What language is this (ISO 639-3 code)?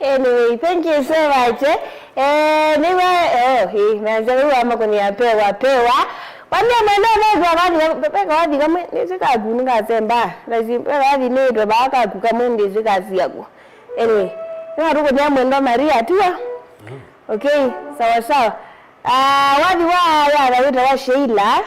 kam